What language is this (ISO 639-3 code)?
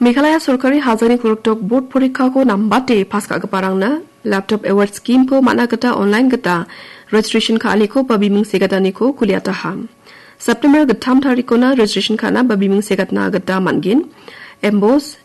grt